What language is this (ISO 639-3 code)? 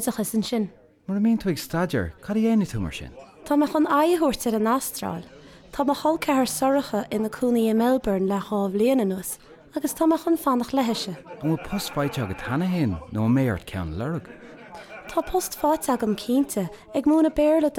gle